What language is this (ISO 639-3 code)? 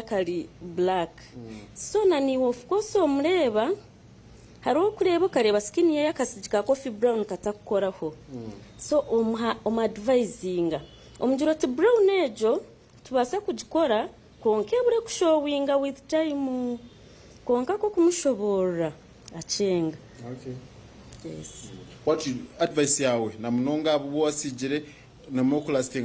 nyn